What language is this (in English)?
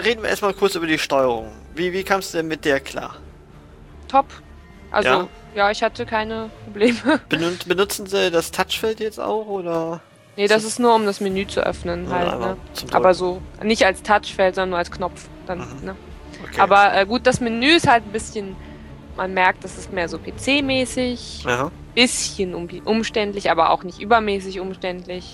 German